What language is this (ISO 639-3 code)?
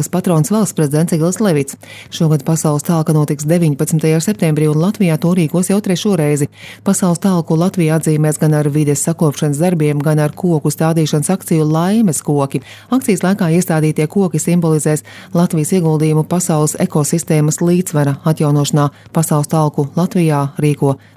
lav